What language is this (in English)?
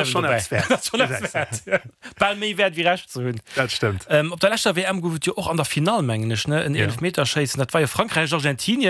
Luxembourgish